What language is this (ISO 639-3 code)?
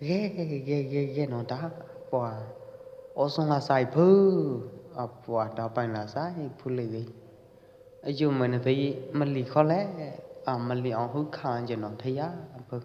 kjp